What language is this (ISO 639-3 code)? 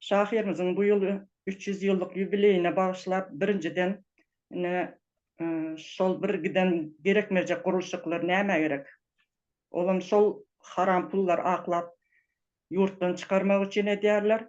tuk